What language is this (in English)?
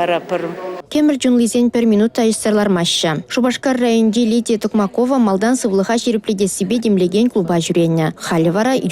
Chuvash